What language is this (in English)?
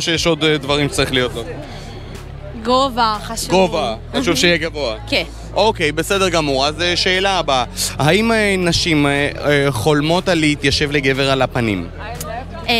Hebrew